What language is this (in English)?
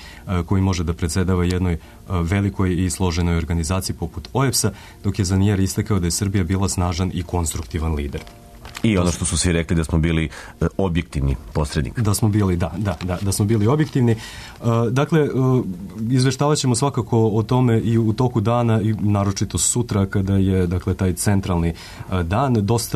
Serbian